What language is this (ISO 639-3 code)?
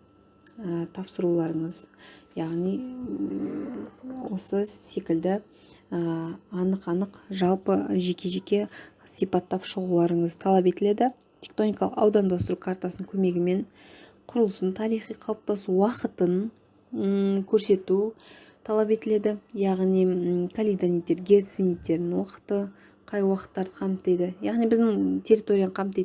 kaz